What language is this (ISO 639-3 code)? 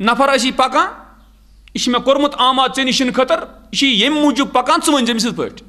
kas